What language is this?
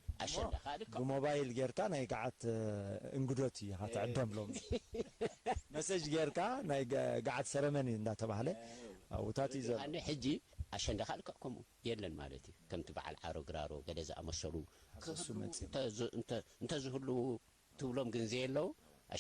Tigrinya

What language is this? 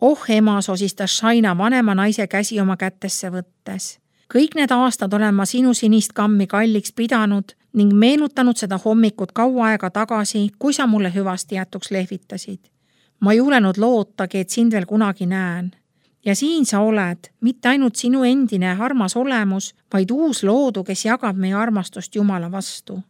Estonian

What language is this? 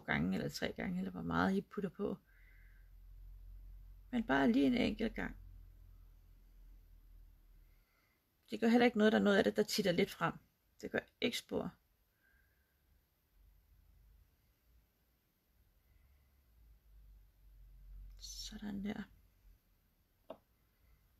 Danish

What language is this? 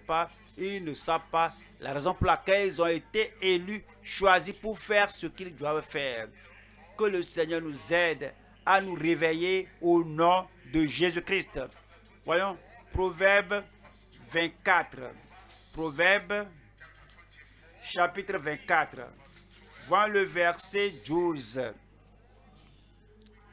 French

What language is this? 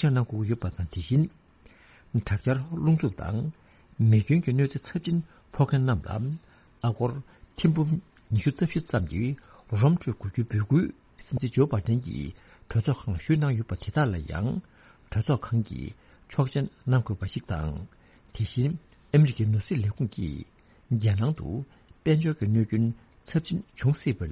Tibetan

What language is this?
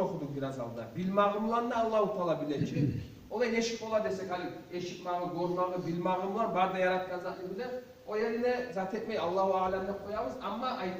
Kumyk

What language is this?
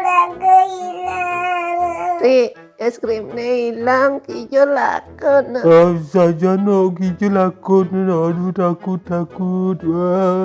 Balinese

